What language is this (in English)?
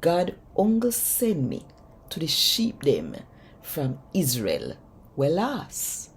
Jamaican Creole English